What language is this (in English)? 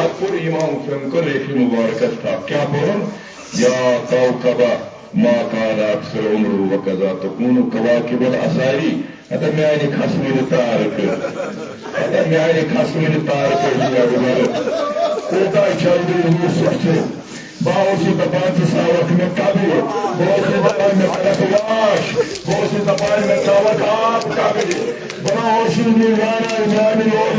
Kashmiri